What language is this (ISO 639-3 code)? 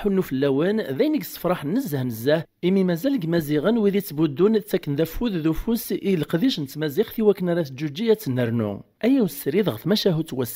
kab